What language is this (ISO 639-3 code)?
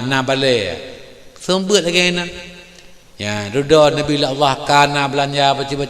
ace